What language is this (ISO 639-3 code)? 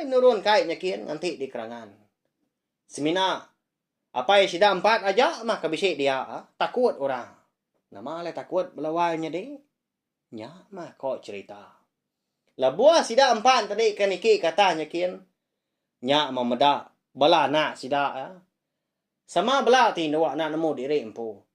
iba